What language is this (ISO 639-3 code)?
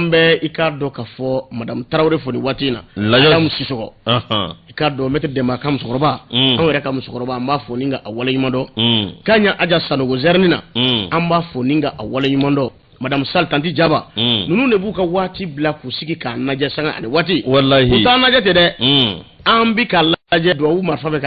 bam